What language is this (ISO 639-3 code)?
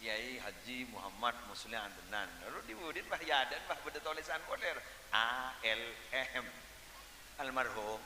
mad